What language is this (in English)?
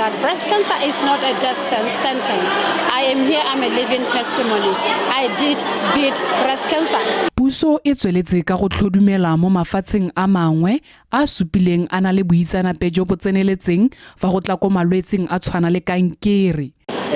Tswana